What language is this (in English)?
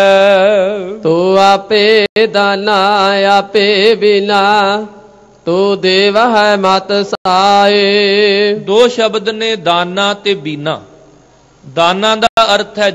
Punjabi